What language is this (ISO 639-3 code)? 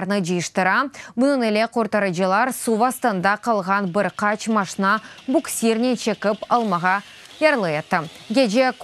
crh